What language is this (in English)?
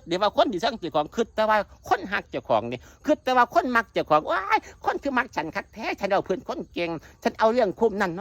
Northeastern Thai